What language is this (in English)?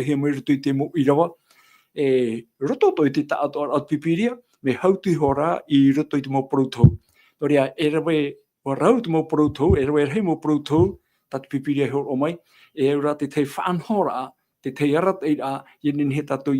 Tahitian